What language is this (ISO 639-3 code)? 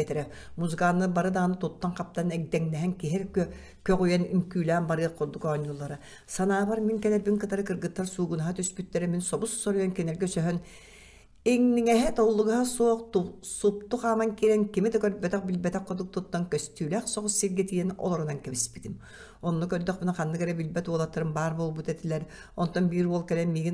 sah